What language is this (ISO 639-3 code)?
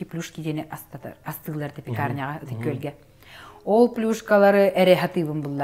sah